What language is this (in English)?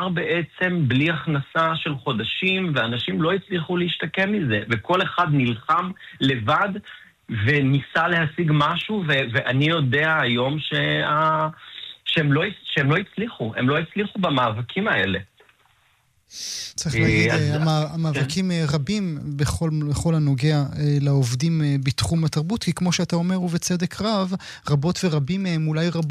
Hebrew